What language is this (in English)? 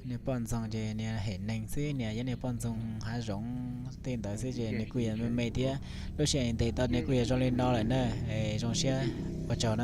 Hmong